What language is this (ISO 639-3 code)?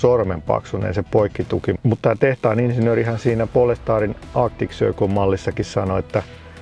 fin